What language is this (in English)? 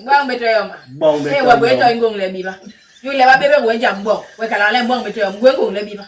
Basaa